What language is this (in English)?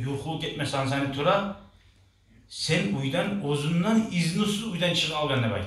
Kumyk